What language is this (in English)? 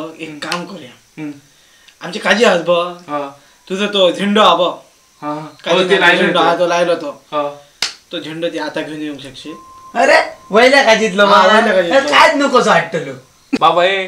Konkani